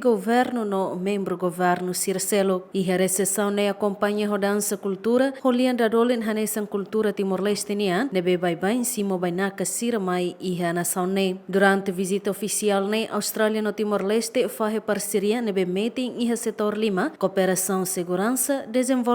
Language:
Tetum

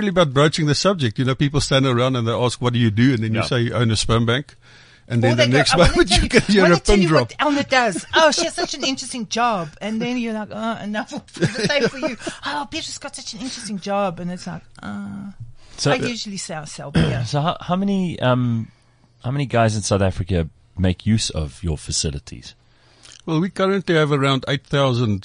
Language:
English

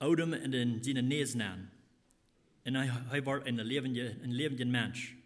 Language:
Plautdietsch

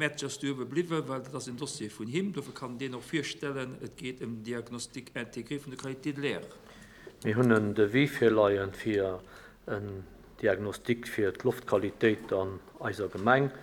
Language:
Luxembourgish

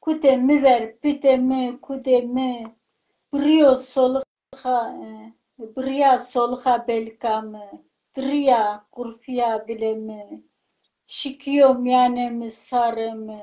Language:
Zaza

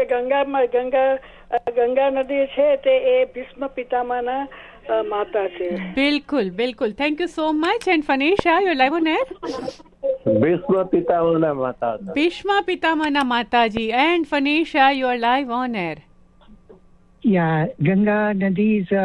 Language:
Gujarati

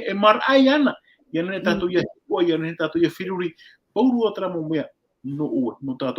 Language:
Tahitian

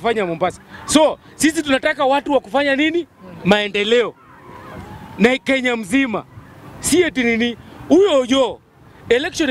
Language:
Swahili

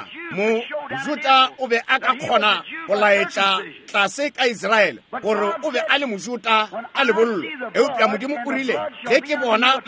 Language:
Northern Sotho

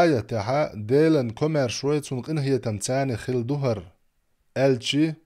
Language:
Chechen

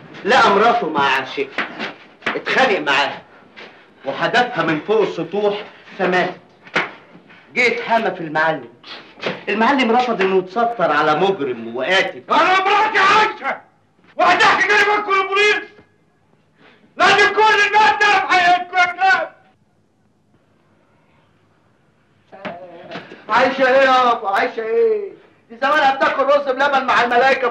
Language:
Egyptian Arabic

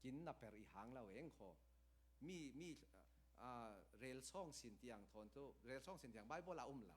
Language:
Falam Chin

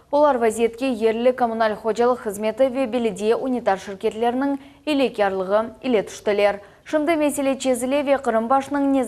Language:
Crimean Tatar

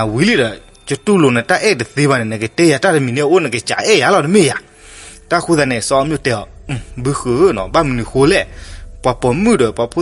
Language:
S'gaw Karen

